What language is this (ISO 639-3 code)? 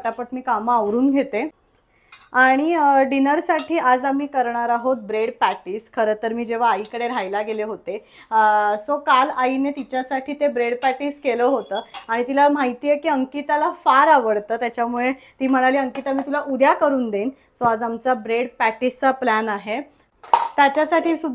mar